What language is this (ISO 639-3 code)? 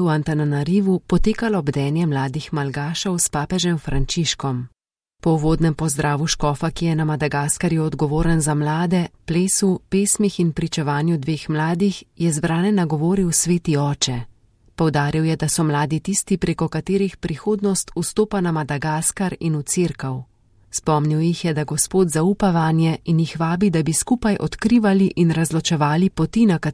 slv